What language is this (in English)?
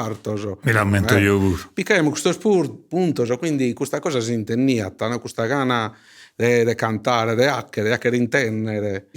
Sardinian